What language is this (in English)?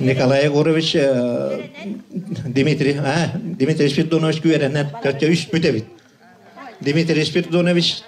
Yakut